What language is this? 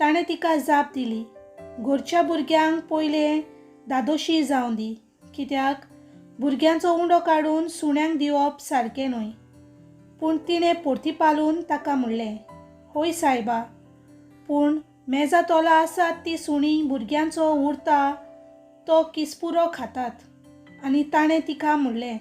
Konkani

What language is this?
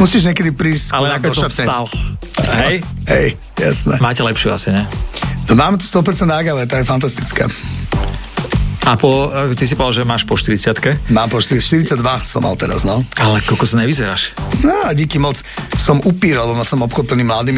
Slovak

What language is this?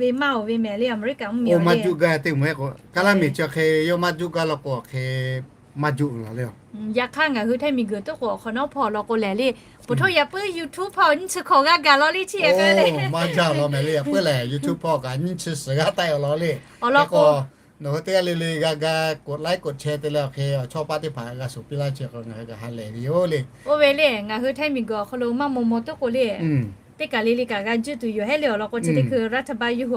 Lahu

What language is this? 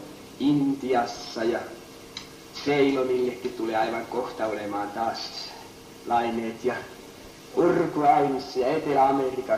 Finnish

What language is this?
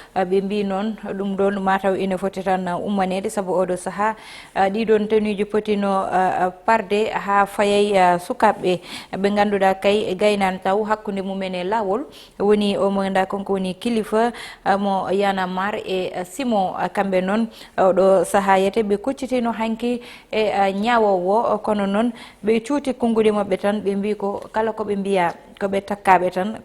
Fula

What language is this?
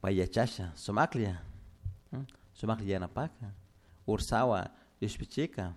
Chimborazo Highland Quichua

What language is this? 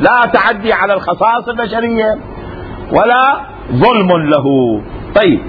Mesopotamian Arabic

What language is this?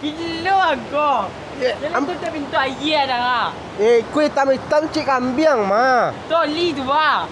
Minangkabau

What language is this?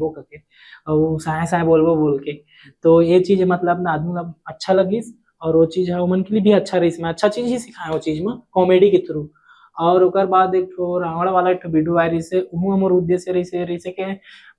Chhattisgarhi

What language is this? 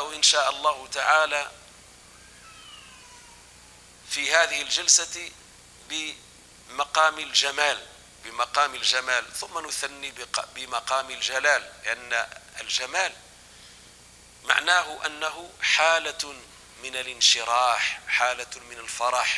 Arabic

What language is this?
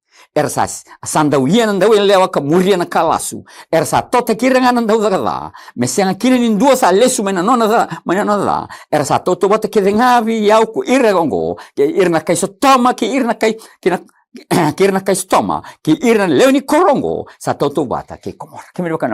Fijian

